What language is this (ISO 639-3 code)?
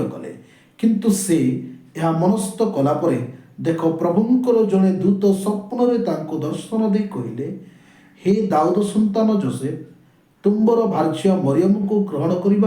ori